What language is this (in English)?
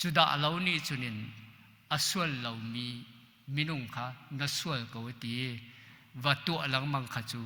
Hakha Chin